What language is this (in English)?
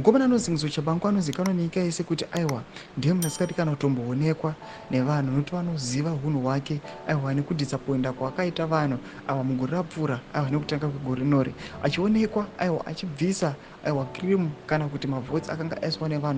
Shona